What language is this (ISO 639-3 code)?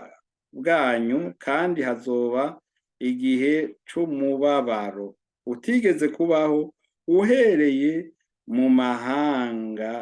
run